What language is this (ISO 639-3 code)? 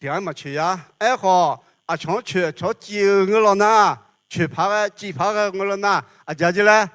ahk